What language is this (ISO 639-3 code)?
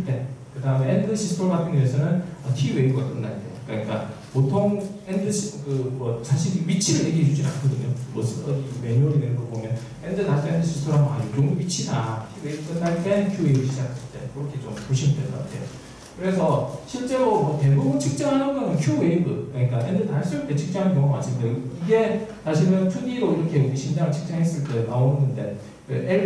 kor